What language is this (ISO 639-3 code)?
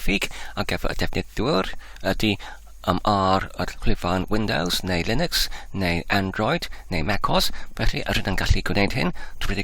cym